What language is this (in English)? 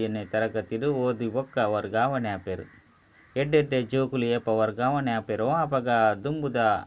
Tulu